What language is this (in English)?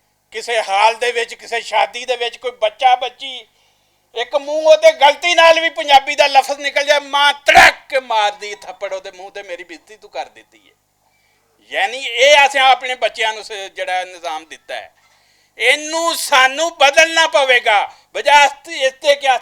Western Panjabi